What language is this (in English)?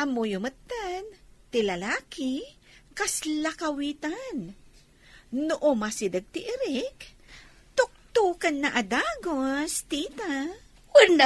Iloko